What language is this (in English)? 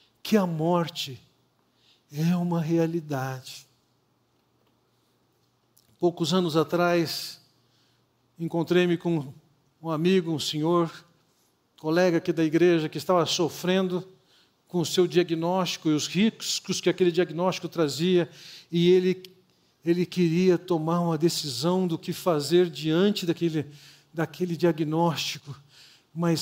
Portuguese